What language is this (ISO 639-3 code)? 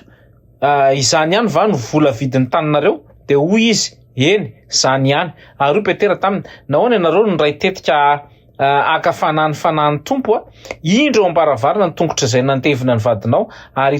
mlg